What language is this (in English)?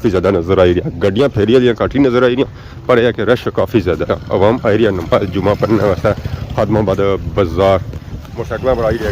Pahari-Potwari